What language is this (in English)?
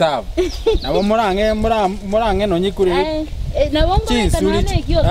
Gusii